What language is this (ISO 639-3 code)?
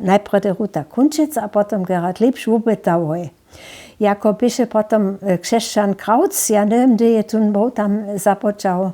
hsb